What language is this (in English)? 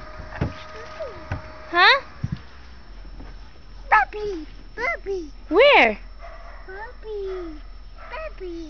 English